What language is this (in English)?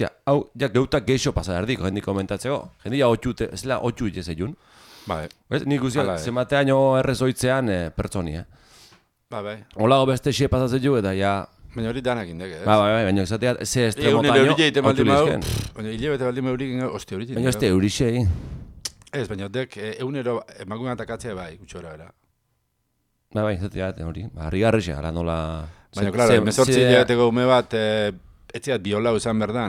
Basque